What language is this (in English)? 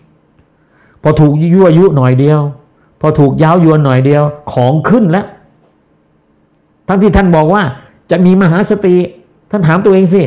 Thai